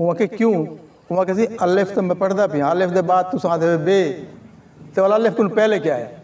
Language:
Saraiki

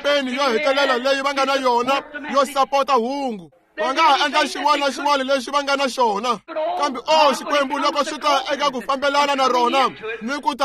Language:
Tsonga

